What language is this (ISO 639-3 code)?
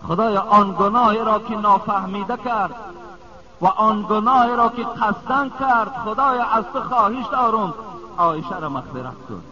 tgk